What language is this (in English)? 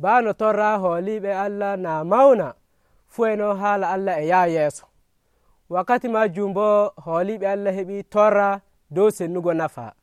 Nigerian Fulfulde